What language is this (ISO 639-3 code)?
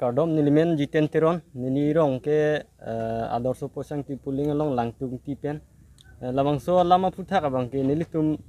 mjw